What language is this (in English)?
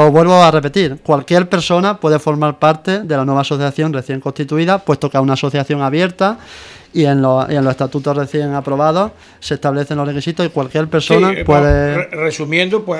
Spanish